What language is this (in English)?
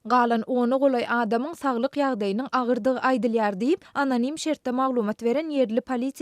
Turkmen